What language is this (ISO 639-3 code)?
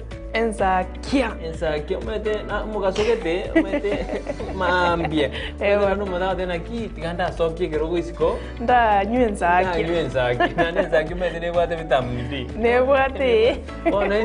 guz